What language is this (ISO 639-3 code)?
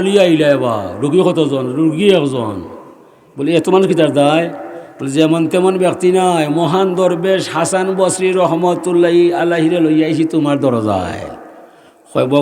syl